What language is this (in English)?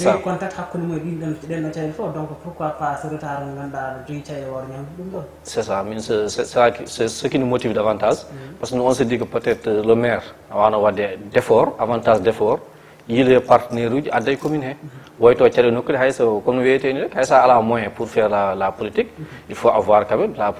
Fula